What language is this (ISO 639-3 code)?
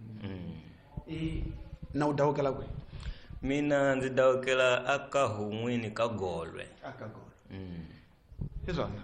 tso